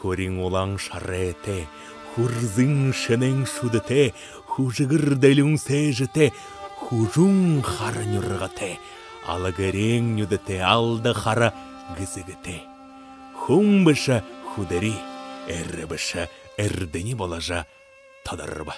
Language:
Buriat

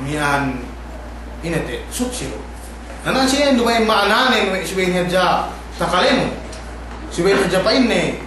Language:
Yakan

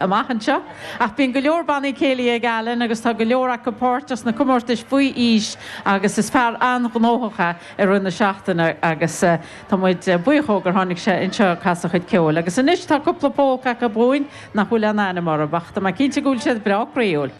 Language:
Irish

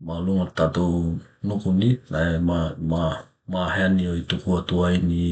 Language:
Tokelau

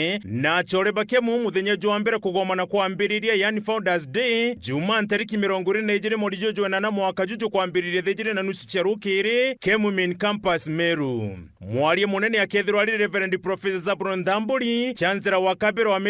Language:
Meru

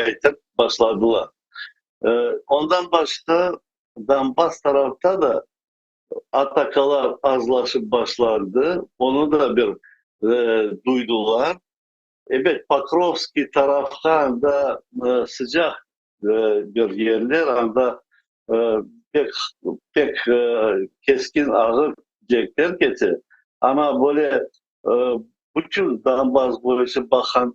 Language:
Crimean Tatar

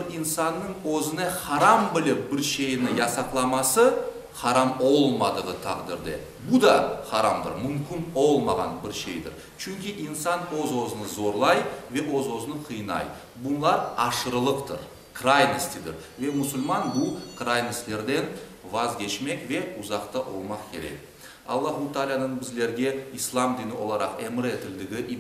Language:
Crimean Tatar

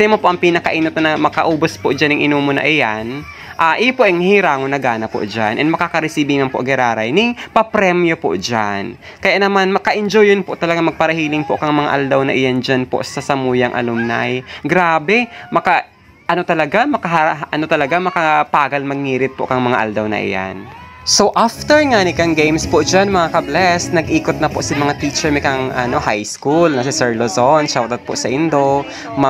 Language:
Bikol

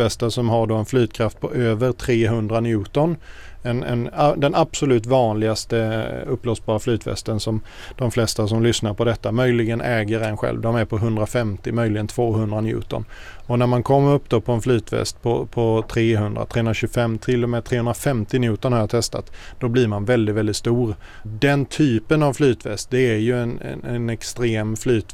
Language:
Swedish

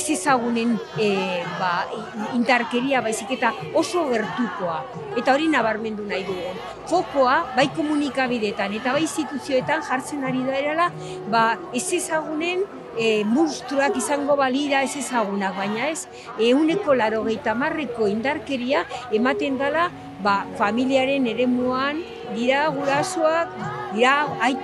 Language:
Basque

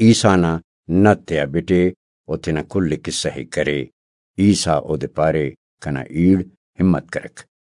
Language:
Brahui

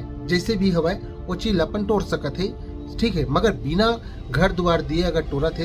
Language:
Chhattisgarhi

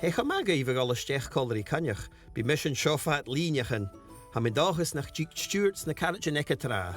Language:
Scottish Gaelic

